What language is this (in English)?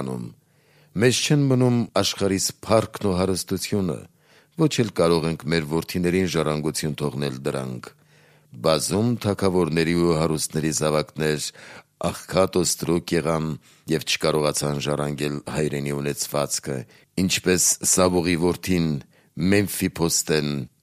Armenian